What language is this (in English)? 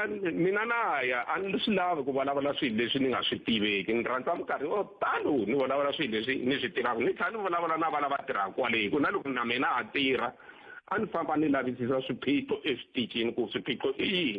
Tsonga